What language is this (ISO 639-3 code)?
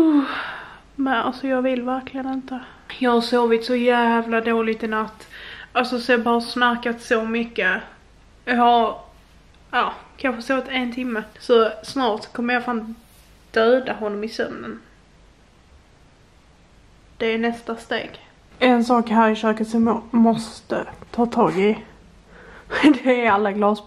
swe